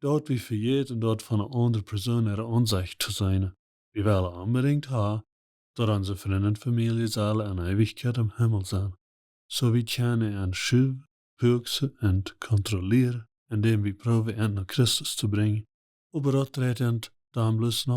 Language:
Plautdietsch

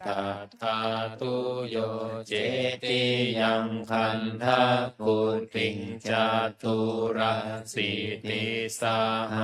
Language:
Pali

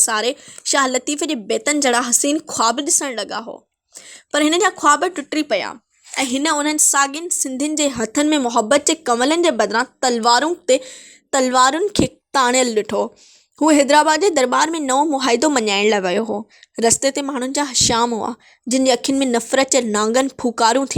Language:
Sindhi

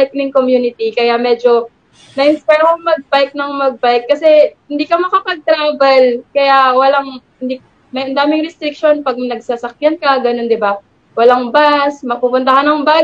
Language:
Filipino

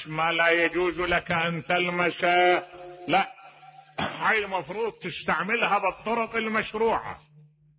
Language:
Mesopotamian Arabic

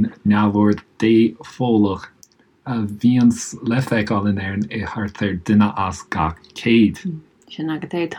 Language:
Irish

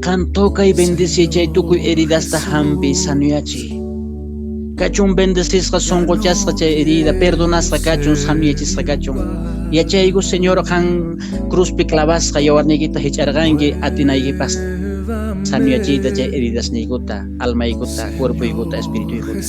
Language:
Quechua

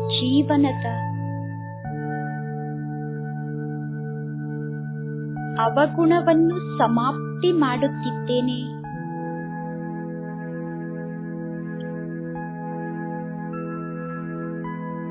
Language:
Kannada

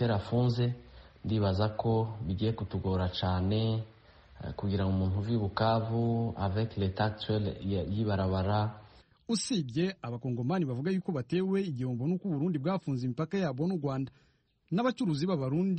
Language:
Kinyarwanda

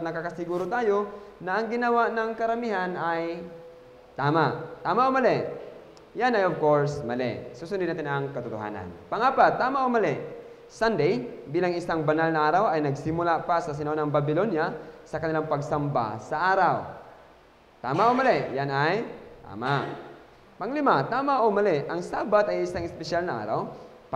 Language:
Filipino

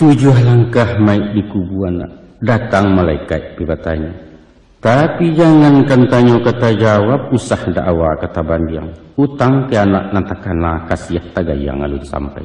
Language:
Minangkabau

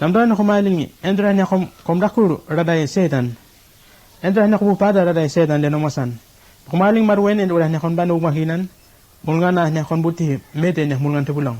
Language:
Bislama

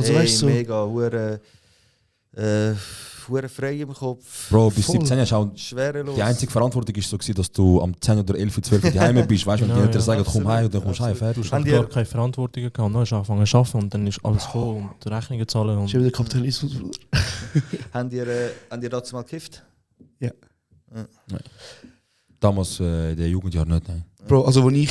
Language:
Swiss German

